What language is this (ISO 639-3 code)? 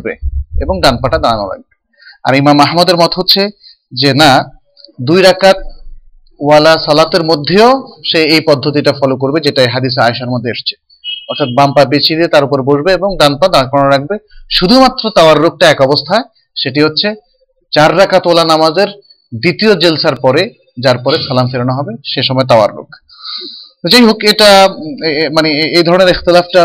ben